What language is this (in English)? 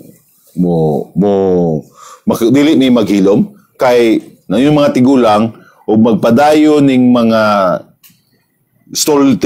Cebuano